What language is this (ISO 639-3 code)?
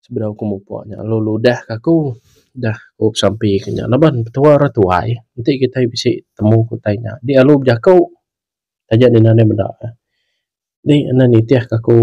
iba